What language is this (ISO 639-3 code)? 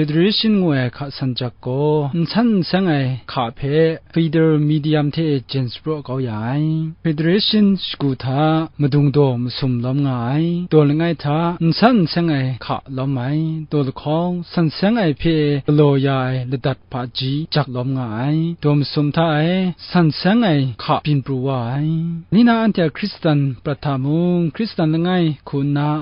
kac